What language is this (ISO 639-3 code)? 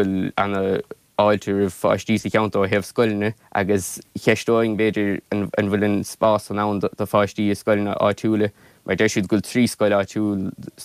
gle